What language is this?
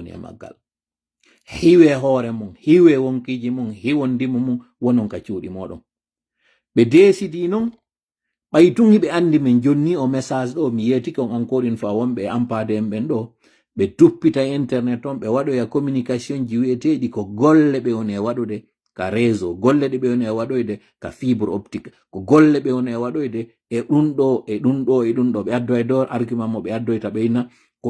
Fula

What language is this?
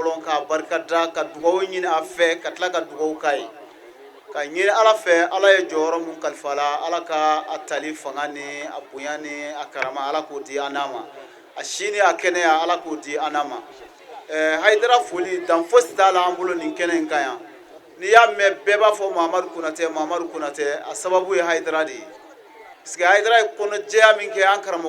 Bambara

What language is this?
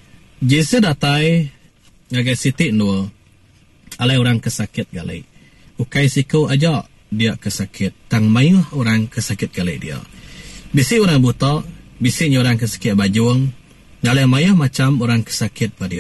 Iban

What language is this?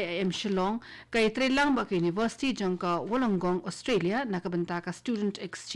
Khasi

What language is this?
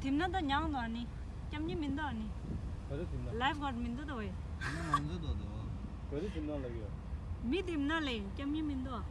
Tibetan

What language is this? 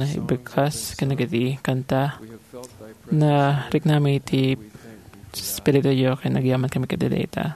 Iloko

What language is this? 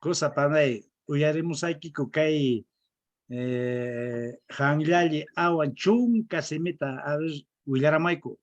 Quechua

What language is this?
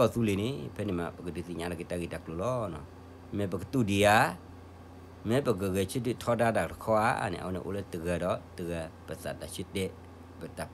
S'gaw Karen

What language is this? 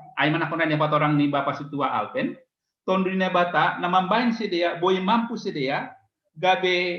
Batak Simalungun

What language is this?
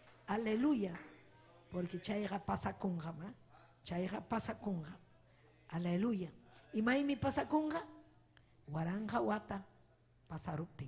Ayacucho Quechua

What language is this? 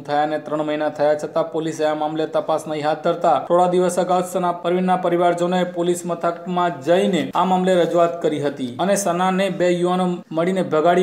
Gujarati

